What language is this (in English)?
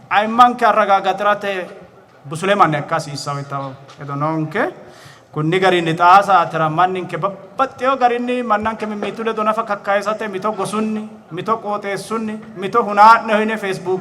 Sidamo